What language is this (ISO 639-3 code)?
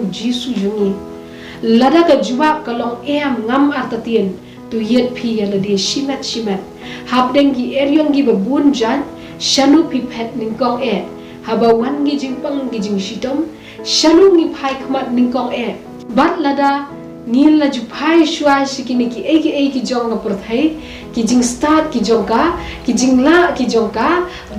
kha